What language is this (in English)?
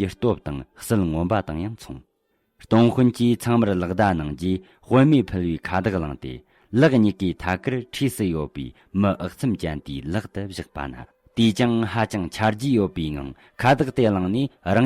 Tibetan